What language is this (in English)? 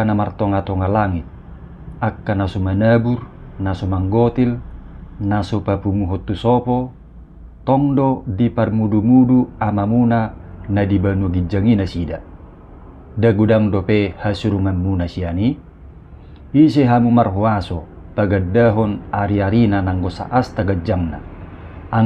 Batak Toba